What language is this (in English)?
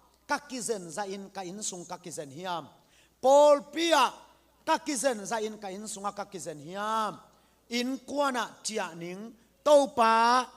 Tedim Chin